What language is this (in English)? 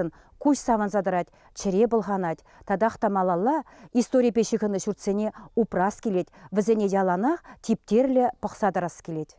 Chuvash